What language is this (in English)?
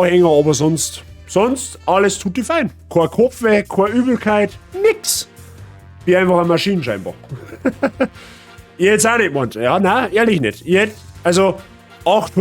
Bavarian